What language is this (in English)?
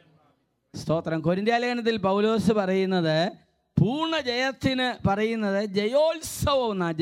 Malayalam